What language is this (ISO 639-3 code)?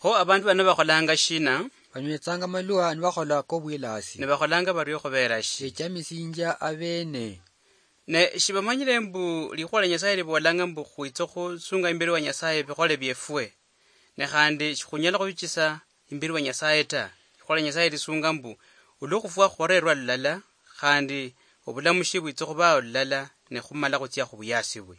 luy